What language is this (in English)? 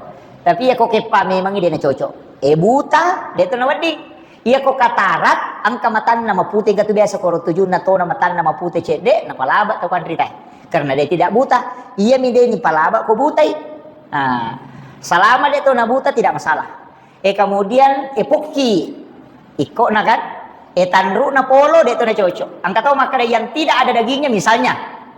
Buginese